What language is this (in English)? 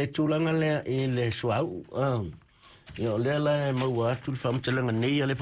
Samoan